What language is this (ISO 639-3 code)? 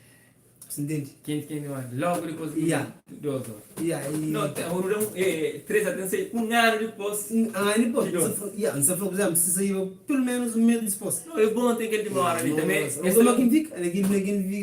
kea